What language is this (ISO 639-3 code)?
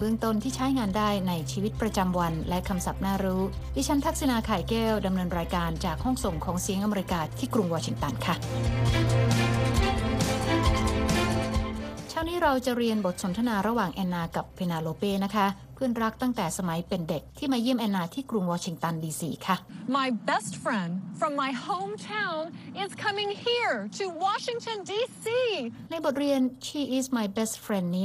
tha